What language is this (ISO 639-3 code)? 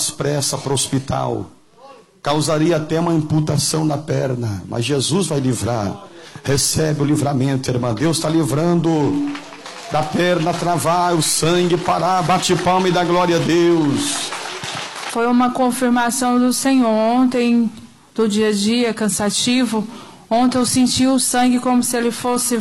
por